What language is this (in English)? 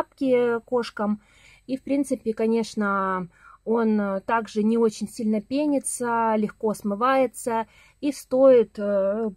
Russian